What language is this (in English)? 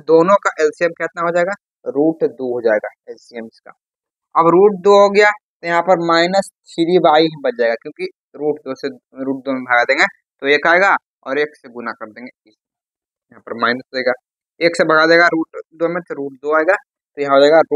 Hindi